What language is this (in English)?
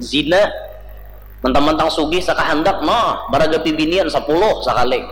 Banjar